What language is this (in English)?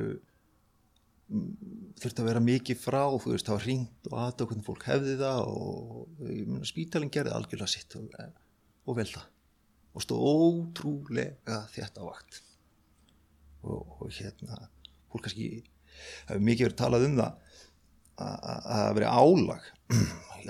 Icelandic